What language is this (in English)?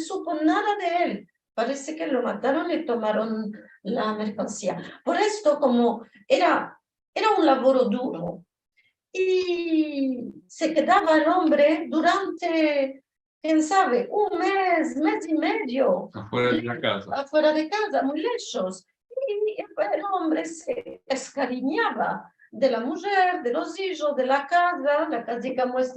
Ladino